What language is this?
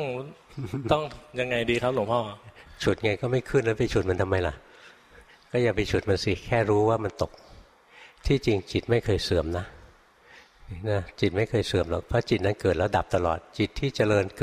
Thai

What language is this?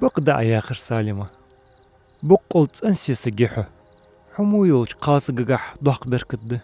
Ingush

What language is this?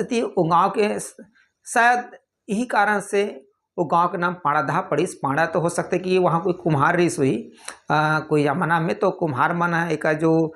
Chhattisgarhi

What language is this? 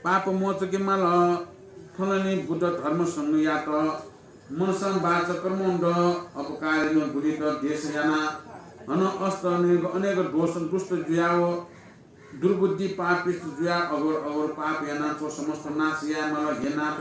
Newari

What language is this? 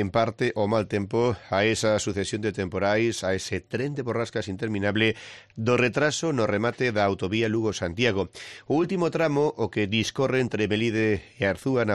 Galician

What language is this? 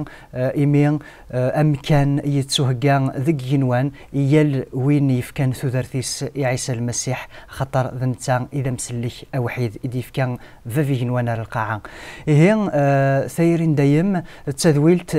Kabyle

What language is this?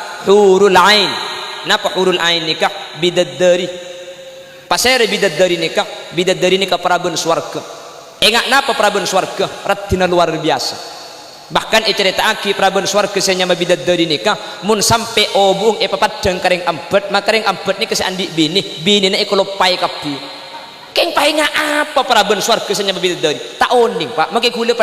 Madurese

